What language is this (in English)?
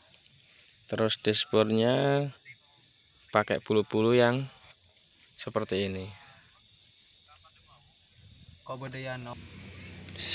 Indonesian